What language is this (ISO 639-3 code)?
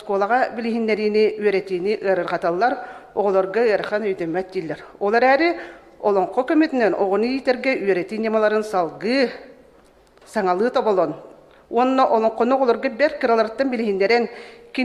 sah